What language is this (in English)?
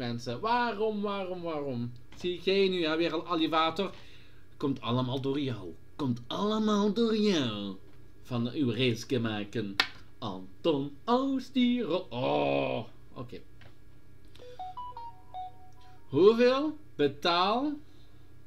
Dutch